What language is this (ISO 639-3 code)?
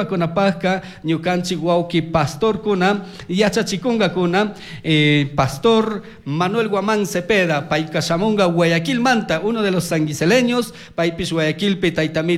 qug